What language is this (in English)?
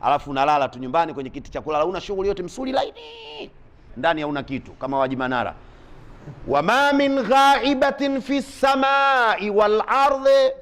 Swahili